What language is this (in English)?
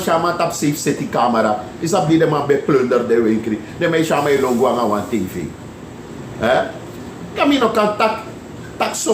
Sranan Tongo